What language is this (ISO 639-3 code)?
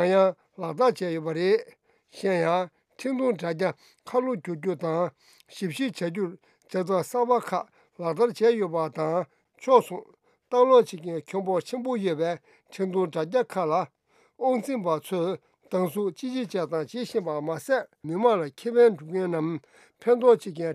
bod